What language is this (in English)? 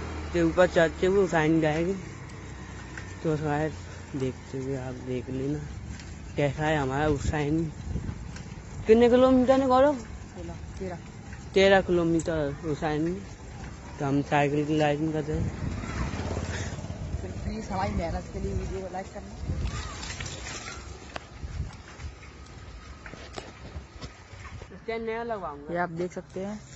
Hindi